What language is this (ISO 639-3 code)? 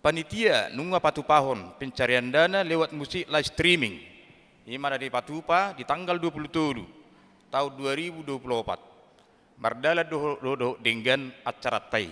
bbc